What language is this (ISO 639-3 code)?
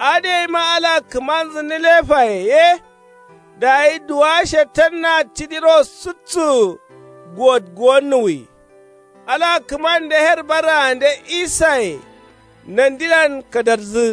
kau